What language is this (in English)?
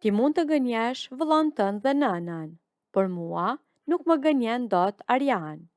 Albanian